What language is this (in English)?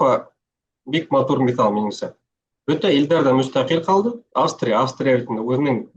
Bashkir